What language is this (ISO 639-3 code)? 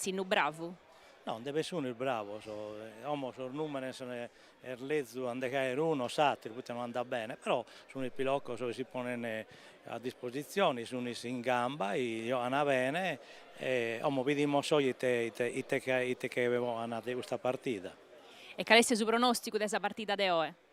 srd